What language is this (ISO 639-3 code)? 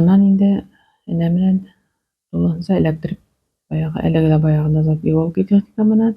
bak